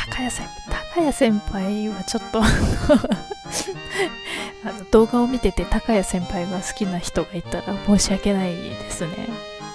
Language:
Japanese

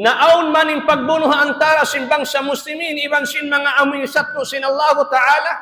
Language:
Tausug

